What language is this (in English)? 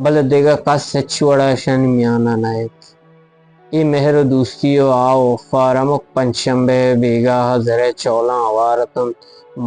Eastern Balochi